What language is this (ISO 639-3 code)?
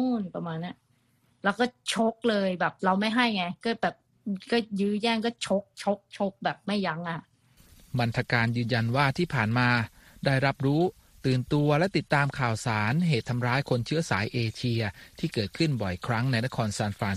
tha